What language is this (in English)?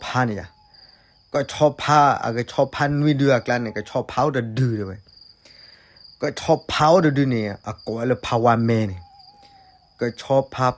S'gaw Karen